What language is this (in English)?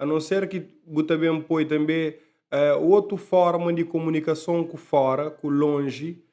Kabuverdianu